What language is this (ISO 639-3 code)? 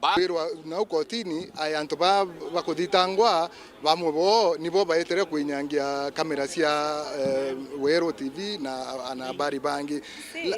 mer